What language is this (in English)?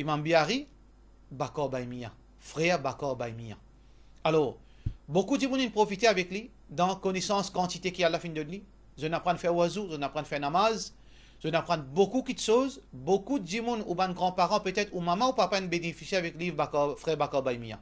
Morisyen